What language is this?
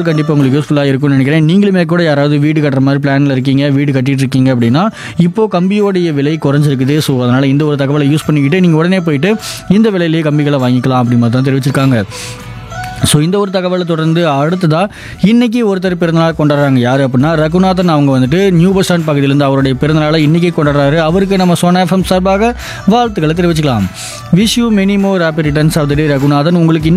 Tamil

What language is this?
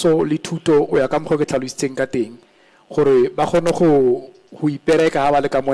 Tswana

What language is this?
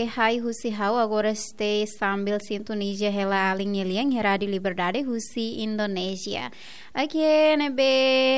Tetum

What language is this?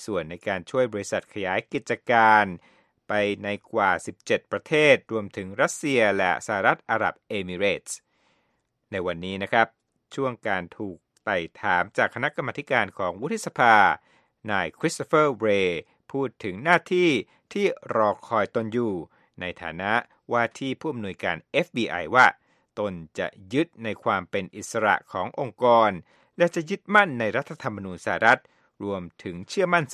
Thai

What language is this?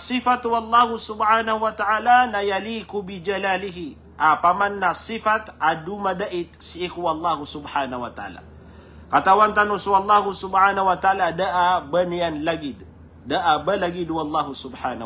Maranao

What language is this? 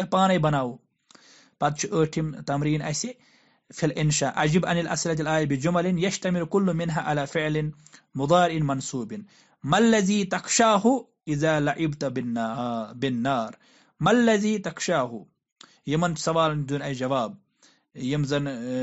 Kashmiri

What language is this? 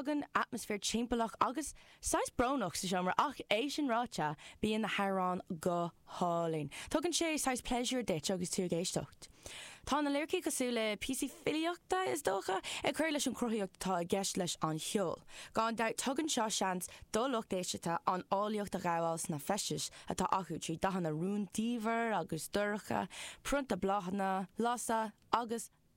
Irish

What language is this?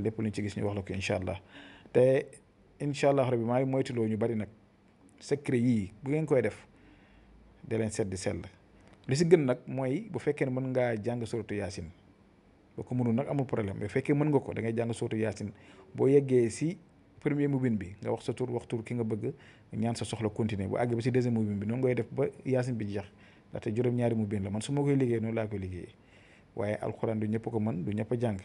Wolof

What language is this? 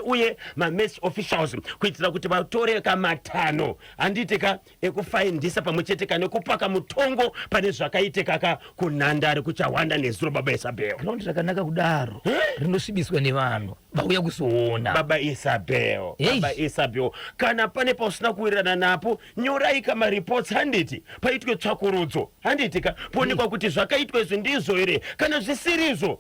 Shona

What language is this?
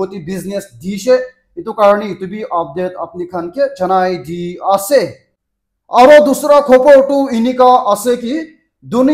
Naga Pidgin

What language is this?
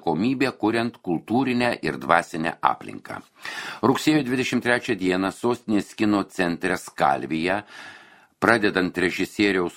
Lithuanian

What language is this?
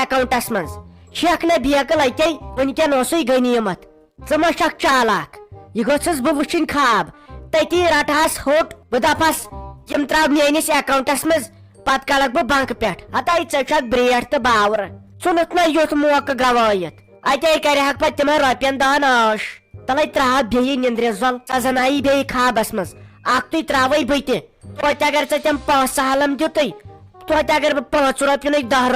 Kashmiri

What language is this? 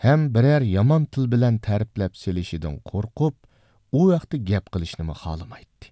Uyghur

